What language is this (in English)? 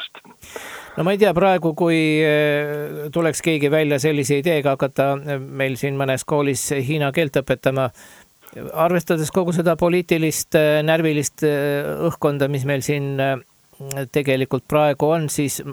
Estonian